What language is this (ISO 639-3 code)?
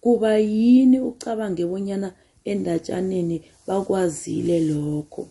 nbl